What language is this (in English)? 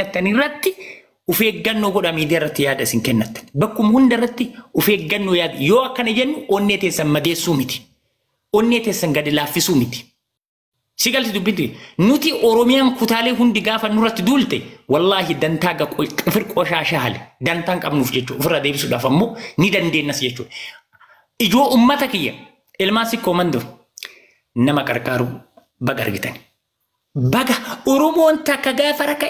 Oromo